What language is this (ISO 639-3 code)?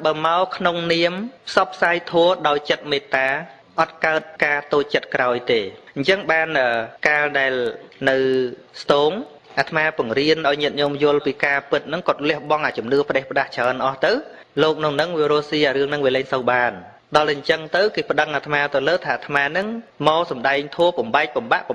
khm